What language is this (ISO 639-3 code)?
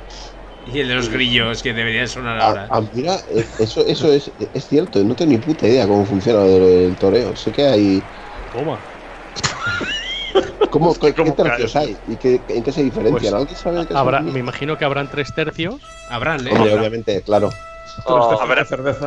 spa